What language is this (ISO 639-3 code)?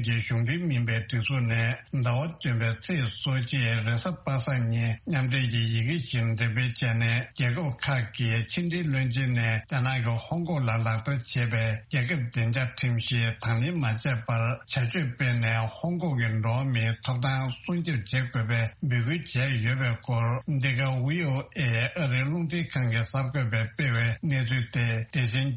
bod